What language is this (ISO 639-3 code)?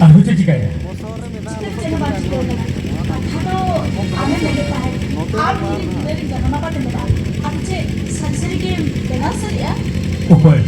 sat